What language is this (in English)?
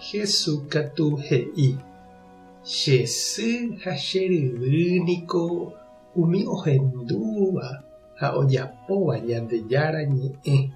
Guarani